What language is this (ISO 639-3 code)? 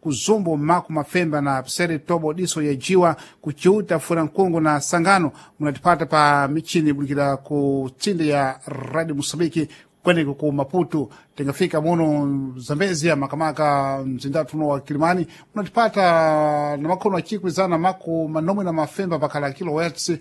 seh